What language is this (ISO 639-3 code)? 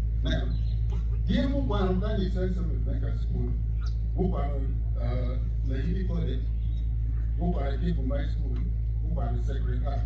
ach